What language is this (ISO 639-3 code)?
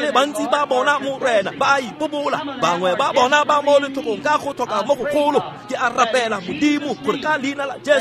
tsn